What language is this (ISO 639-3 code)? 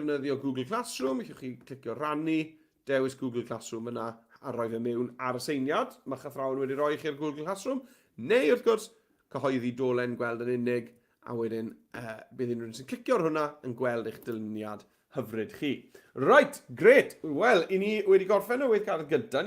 cym